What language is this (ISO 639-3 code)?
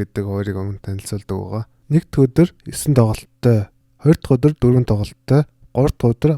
mon